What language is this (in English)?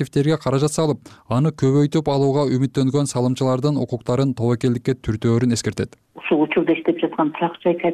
Kyrgyz